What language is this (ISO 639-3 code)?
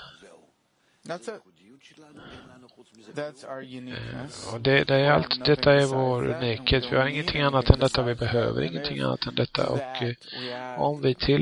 swe